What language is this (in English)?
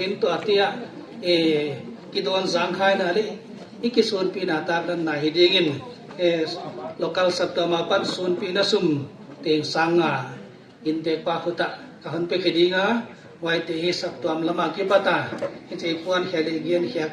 Tedim Chin